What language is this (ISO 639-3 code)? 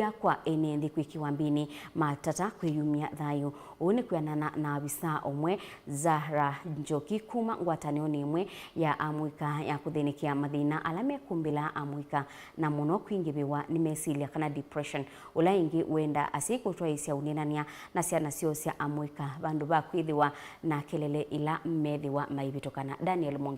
kam